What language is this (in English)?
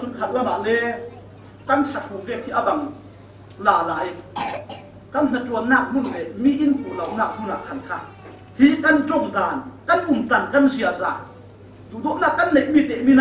Falam Chin